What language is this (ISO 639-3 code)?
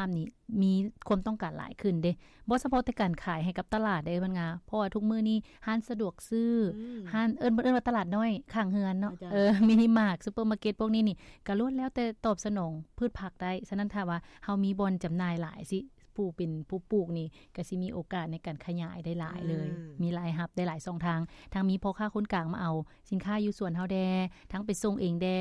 lao